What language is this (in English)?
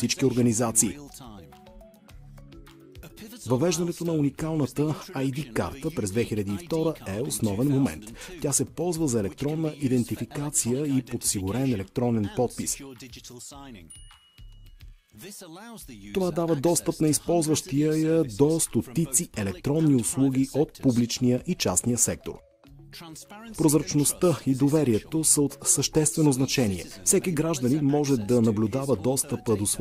Bulgarian